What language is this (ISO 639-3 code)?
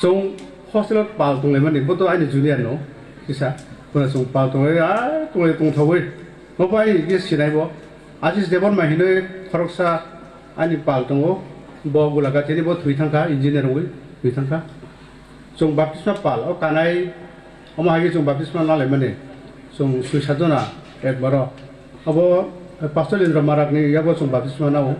ria